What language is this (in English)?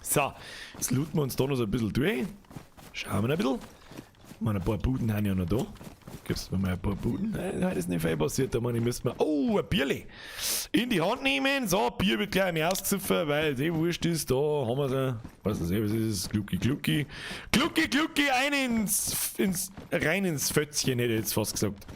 Bavarian